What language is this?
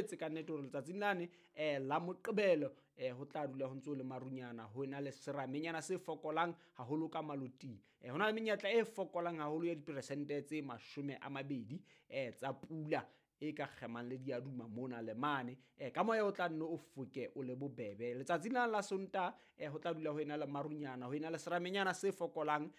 Southern Sotho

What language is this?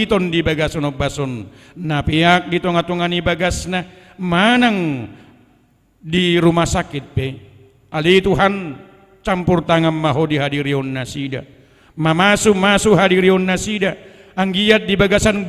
Batak Toba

